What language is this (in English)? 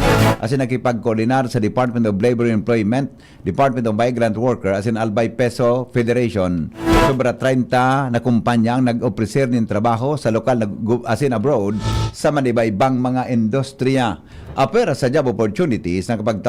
Bikol